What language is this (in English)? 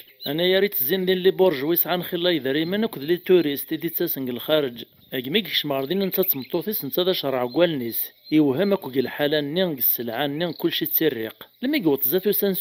Kabyle